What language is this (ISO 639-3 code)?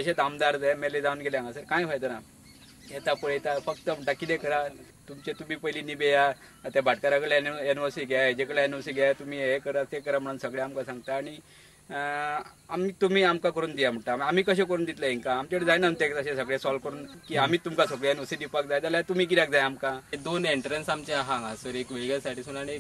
kok